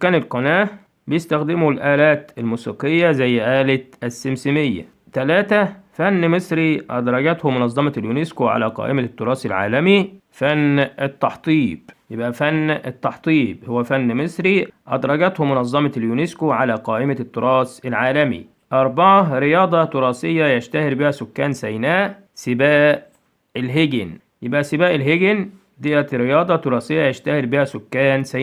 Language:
Egyptian Arabic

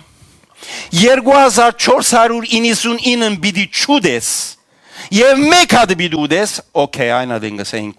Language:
Western Armenian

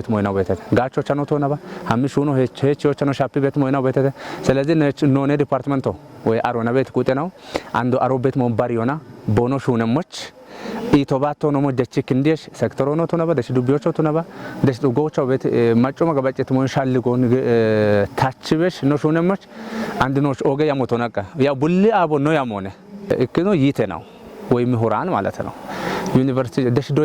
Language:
Kafa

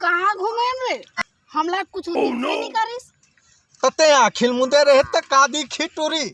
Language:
Chhattisgarhi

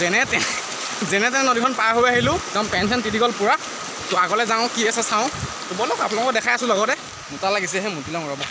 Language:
Assamese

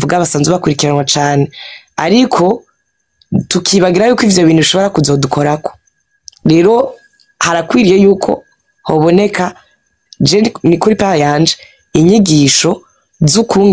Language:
Rundi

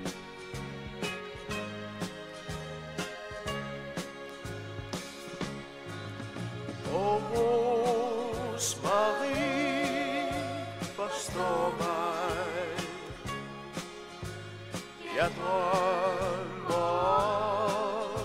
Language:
Danish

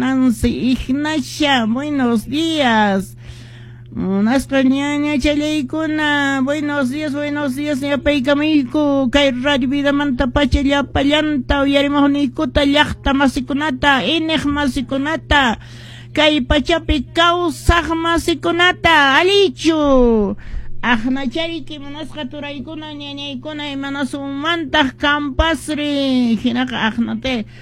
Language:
Quechua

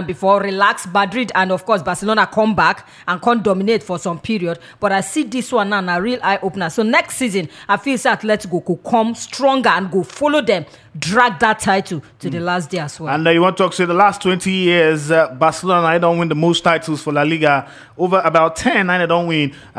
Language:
Nigerian Pidgin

